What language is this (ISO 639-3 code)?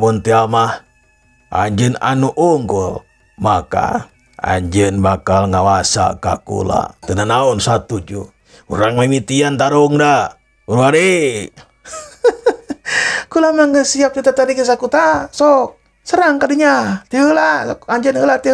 sun